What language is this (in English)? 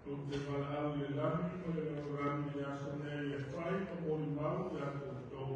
Samoan